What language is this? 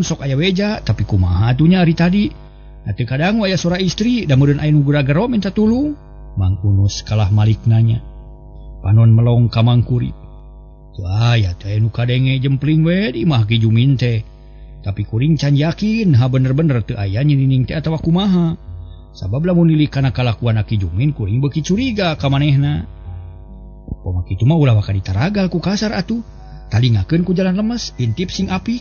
Sundanese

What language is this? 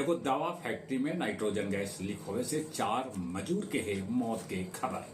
Magahi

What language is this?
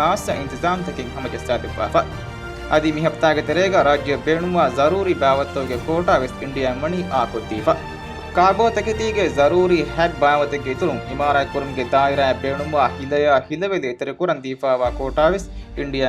Divehi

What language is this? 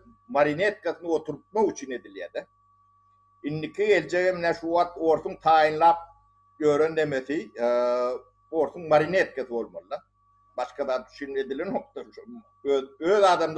Turkmen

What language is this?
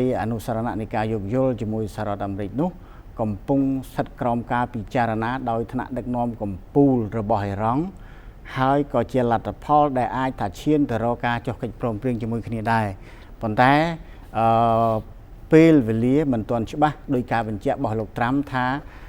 Khmer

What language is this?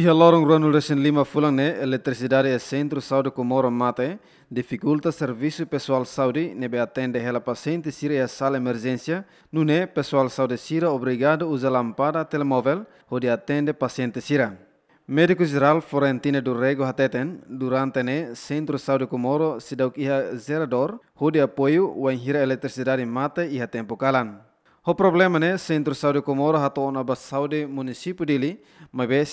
Tetum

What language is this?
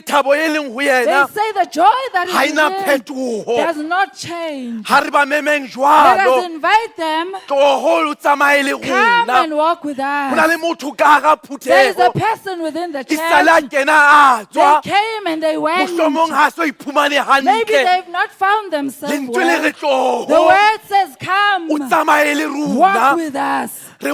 Southern Sotho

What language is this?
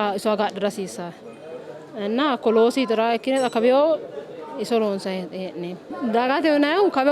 Sidamo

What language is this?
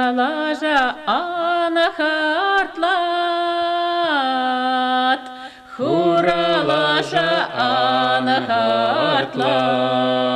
Chuvash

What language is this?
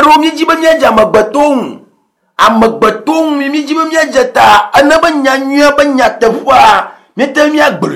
Ewe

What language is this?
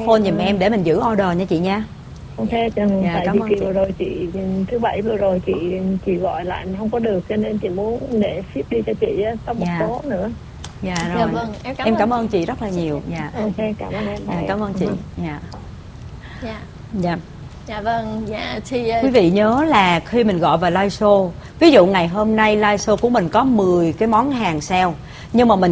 Vietnamese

